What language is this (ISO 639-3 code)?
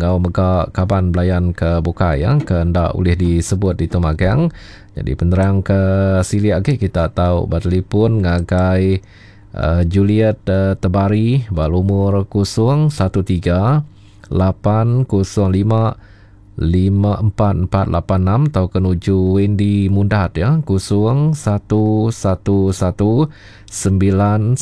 iba